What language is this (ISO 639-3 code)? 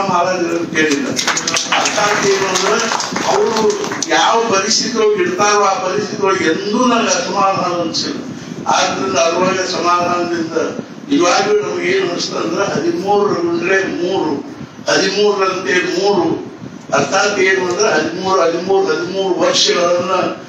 kan